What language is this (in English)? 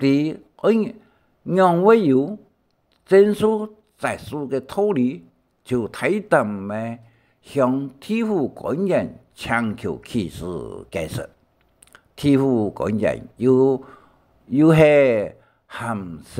Hakka Chinese